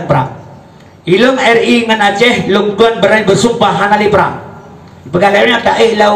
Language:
Achinese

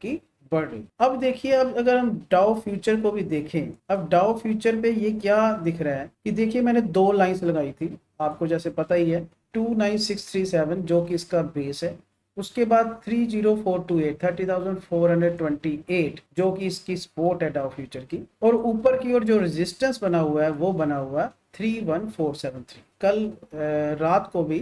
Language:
Hindi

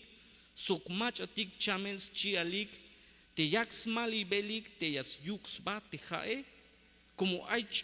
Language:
Tzeltal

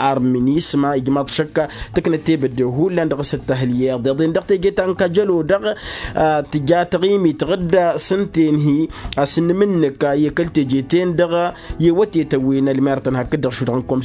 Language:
Tamasheq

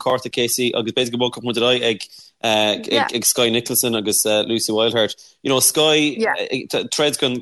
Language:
Irish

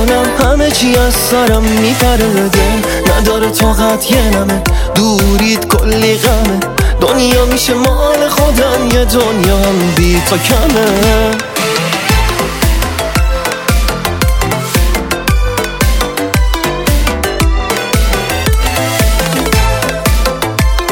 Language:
Persian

